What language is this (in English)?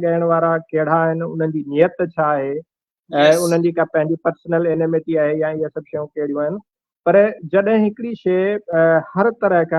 Sindhi